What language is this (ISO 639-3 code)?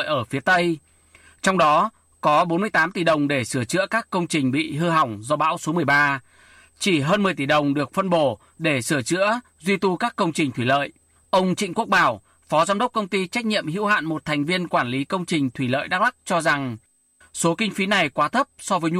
vie